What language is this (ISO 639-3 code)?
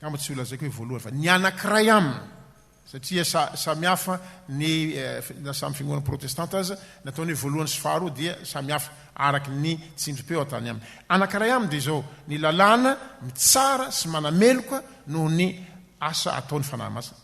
mlg